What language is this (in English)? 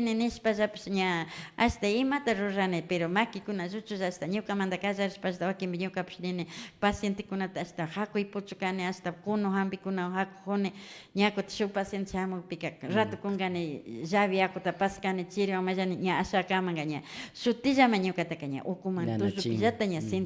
Imbabura Highland Quichua